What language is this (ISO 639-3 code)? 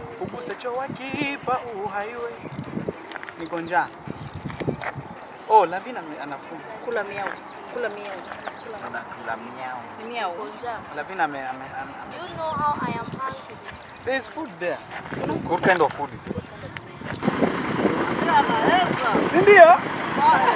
swa